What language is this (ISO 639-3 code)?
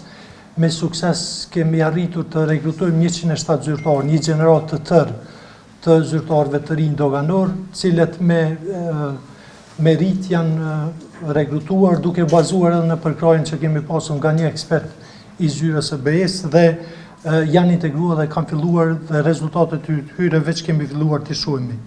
sqi